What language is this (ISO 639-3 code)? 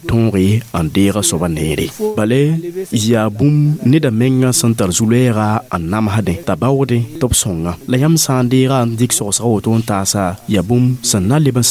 mos